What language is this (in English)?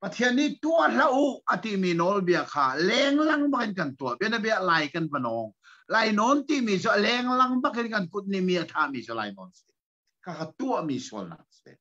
Hakha Chin